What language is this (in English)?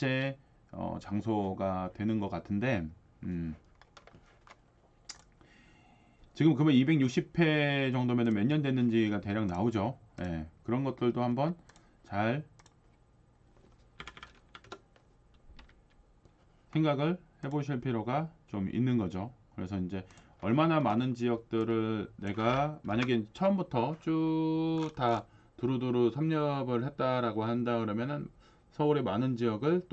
Korean